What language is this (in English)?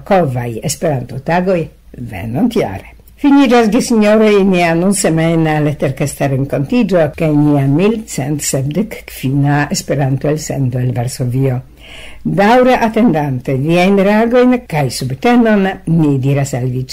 Esperanto